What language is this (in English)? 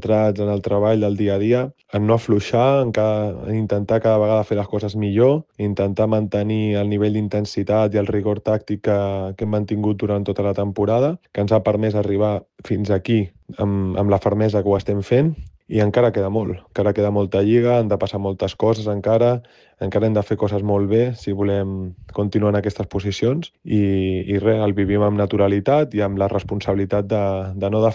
Catalan